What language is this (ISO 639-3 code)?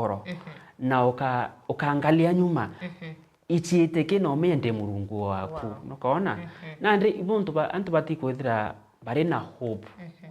mer